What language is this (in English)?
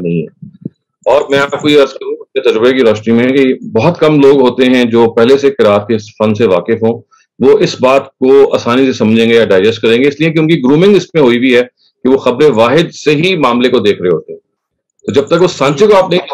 Urdu